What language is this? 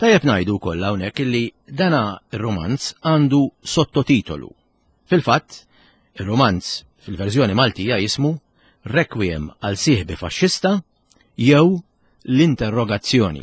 Maltese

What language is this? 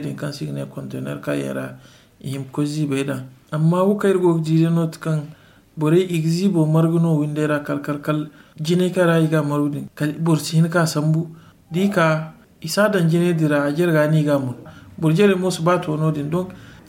Zarma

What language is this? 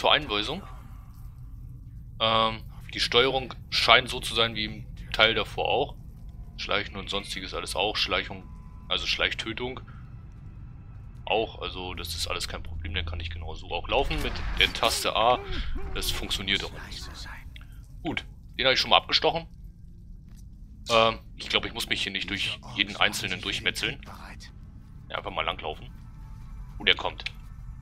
German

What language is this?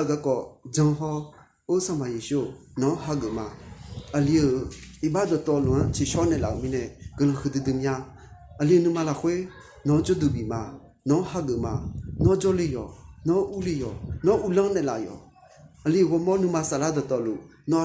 Akha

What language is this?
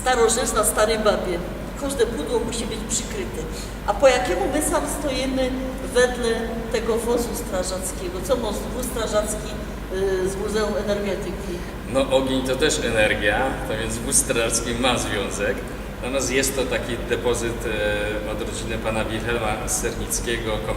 Silesian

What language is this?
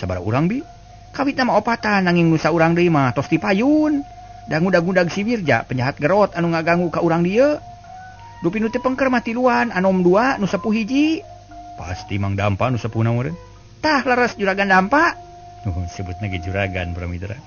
Sundanese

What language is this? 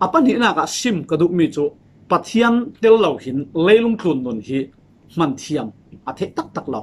Falam Chin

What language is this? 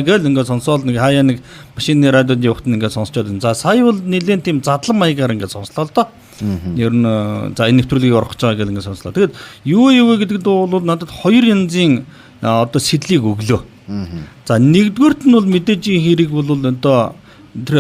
Mongolian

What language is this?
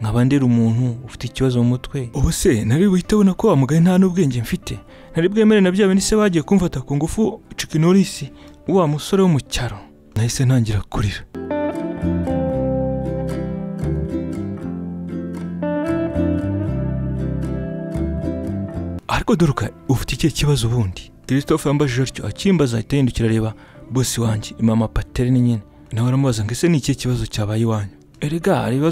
Kinyarwanda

